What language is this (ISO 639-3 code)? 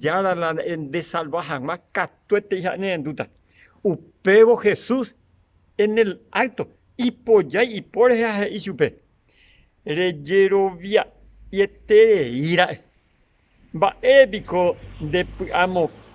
grn